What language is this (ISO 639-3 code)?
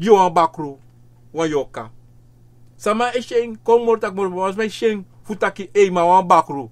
srn